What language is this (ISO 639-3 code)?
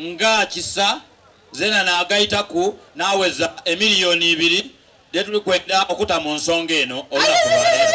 xog